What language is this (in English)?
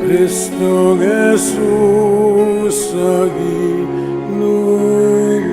Pampanga